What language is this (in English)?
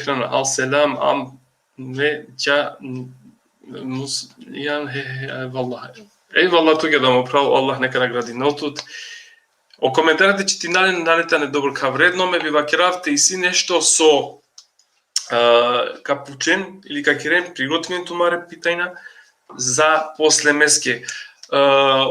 Balkan Romani